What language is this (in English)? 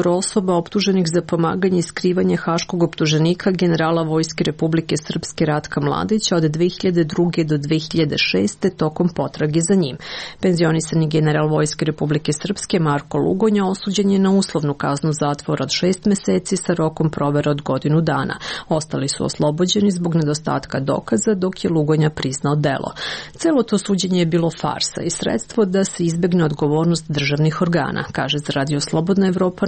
Serbian